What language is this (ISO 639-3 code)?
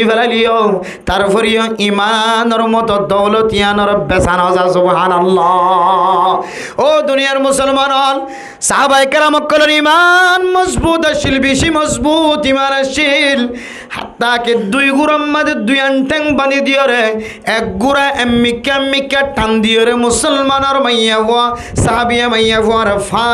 rhg